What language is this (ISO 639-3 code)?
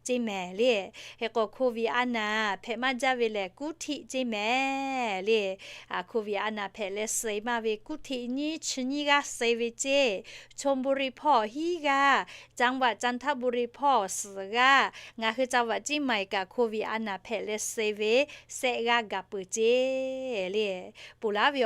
lhu